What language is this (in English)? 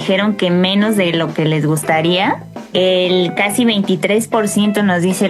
Spanish